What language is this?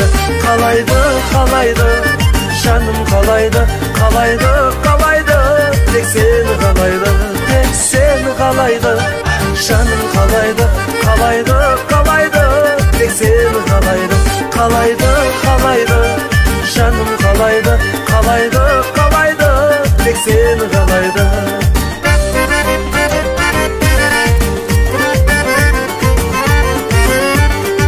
Kazakh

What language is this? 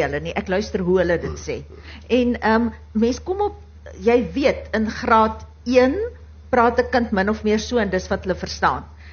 Afrikaans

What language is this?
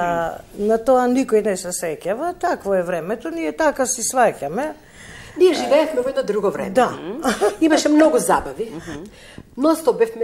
Macedonian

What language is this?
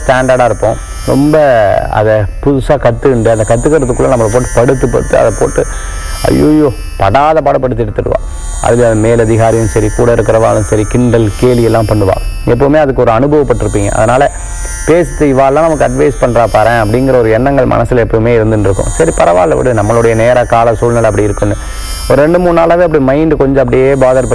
Tamil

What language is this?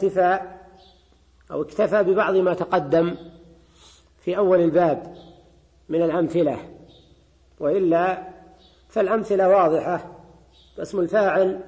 Arabic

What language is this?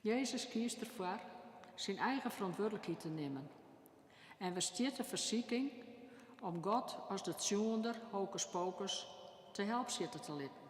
Western Frisian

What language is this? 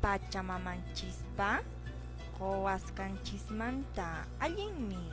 Quechua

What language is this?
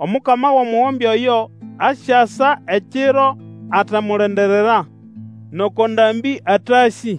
Nande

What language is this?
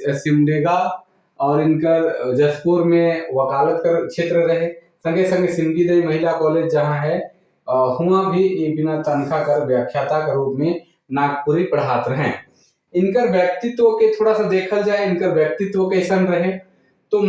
Sadri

